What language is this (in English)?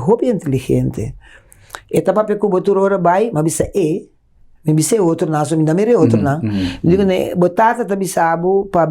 Papiamento